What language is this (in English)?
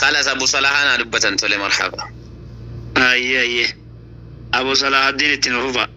Oromo